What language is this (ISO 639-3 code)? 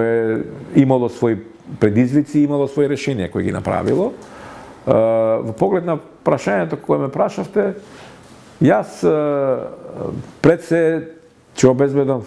mkd